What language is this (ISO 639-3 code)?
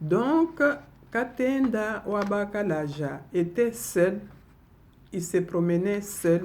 lua